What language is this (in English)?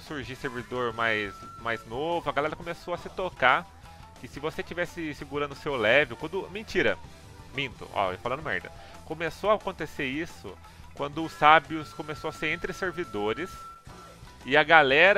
Portuguese